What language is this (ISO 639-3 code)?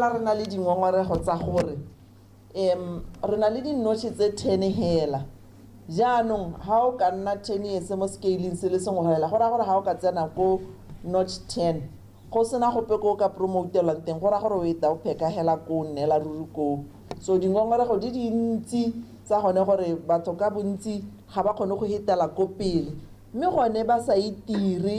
tsn